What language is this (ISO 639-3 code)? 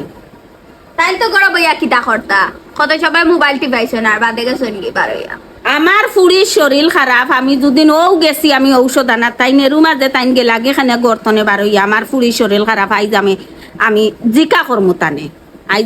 syl